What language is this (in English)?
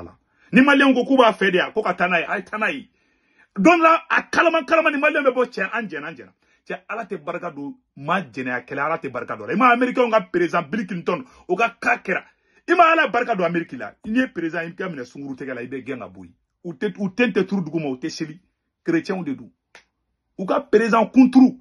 Bambara